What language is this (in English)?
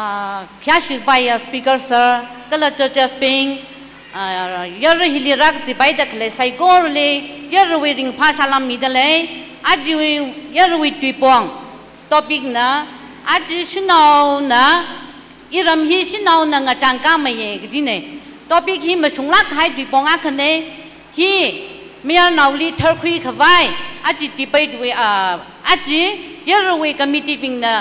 Tangkhul Naga (India)